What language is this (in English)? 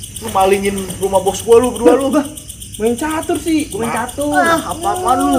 Betawi